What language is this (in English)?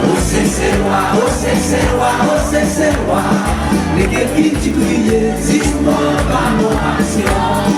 Seselwa Creole French